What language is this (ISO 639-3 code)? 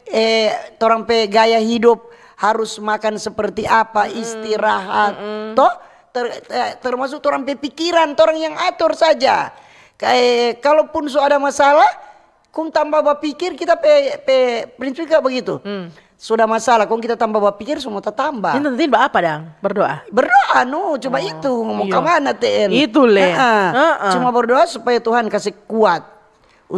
xmm